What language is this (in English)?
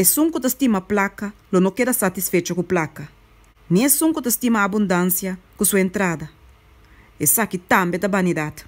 Papiamento